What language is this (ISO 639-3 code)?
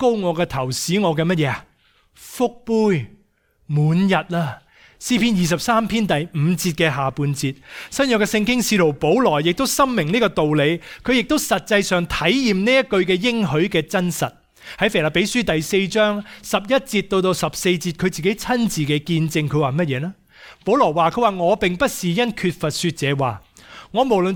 yue